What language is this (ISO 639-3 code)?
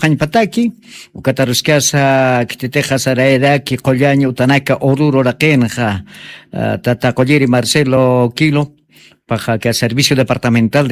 aym